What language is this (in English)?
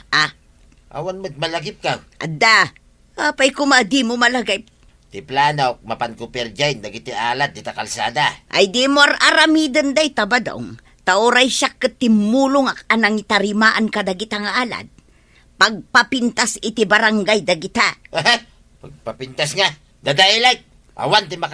Iloko